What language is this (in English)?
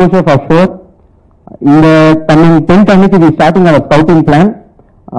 Tamil